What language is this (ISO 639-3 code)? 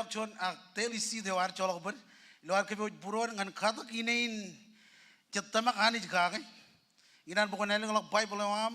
mah